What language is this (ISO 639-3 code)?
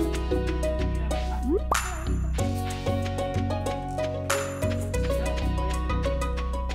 spa